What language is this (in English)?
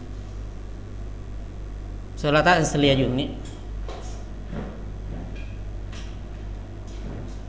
Thai